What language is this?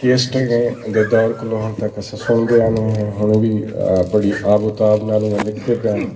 Saraiki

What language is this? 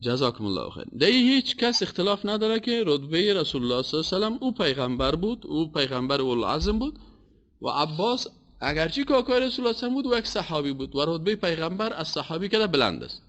Persian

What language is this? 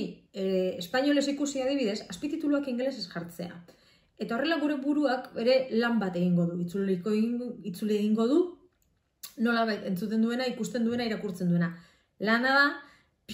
Basque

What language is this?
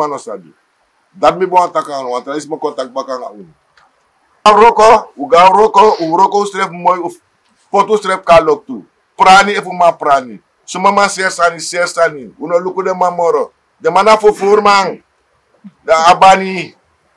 Sranan Tongo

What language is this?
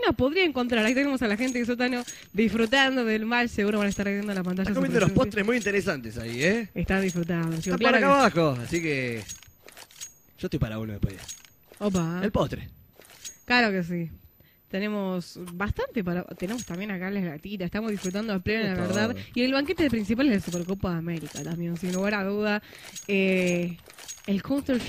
Spanish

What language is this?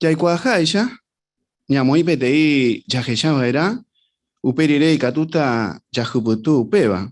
Guarani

